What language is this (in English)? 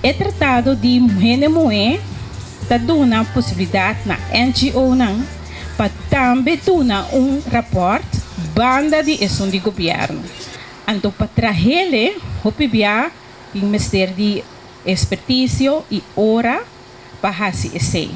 Papiamento